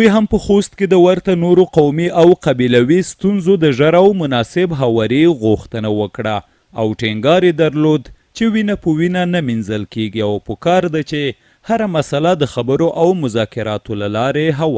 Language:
Pashto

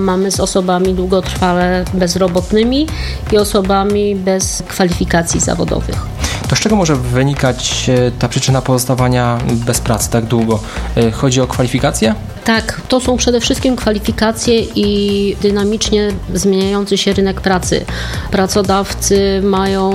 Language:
Polish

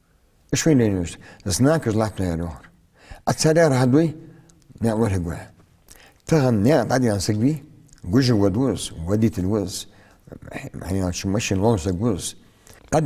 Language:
Ingush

